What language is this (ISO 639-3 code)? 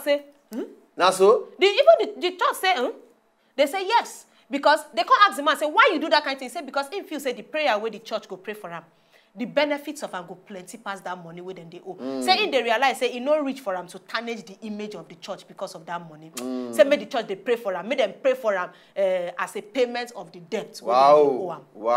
pcm